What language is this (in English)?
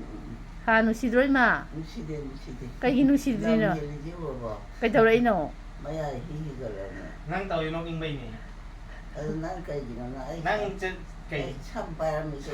Manipuri